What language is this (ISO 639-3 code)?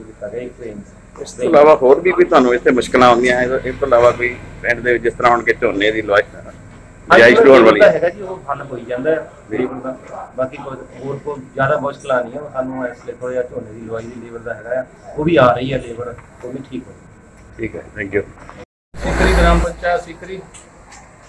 pan